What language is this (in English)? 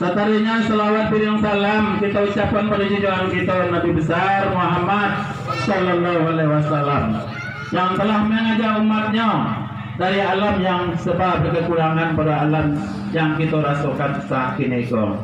Minangkabau